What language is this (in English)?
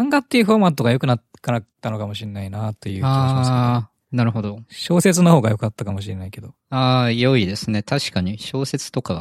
Japanese